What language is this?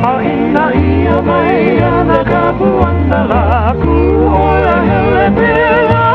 Hawaiian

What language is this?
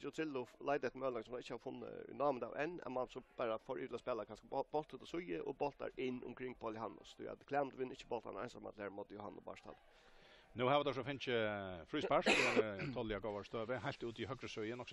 Faroese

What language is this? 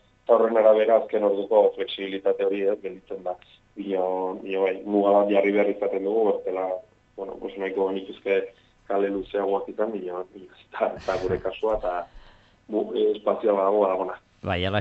Basque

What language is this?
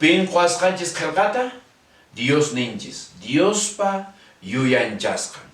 Quechua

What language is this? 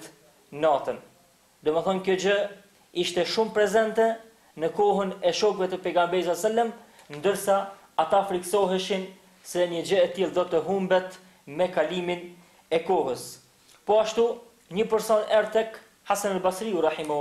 Albanian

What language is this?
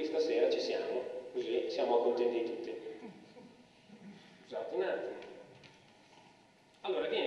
Italian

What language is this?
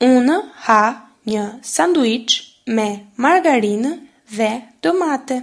Albanian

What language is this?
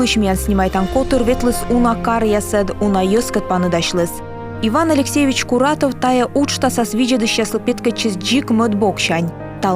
Komi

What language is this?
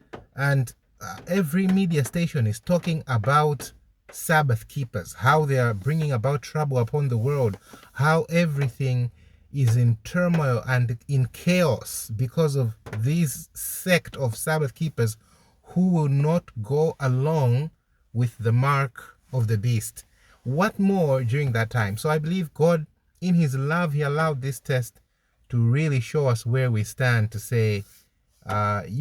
English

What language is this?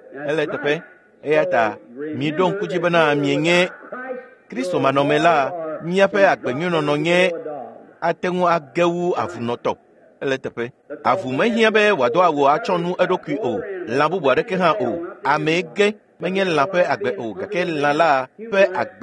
Ewe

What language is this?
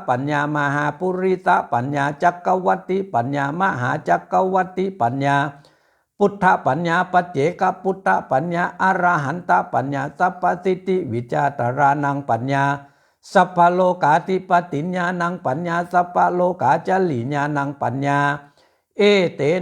Pali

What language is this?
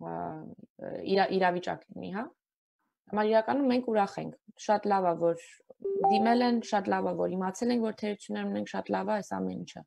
Armenian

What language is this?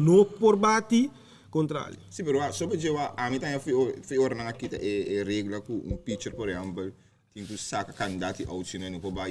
Papiamento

